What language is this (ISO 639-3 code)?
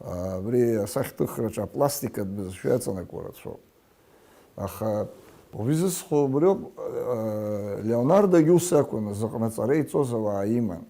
abk